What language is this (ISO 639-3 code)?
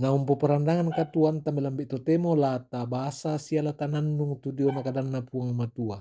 sda